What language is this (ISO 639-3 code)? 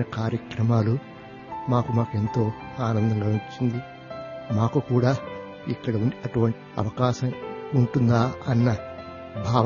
tel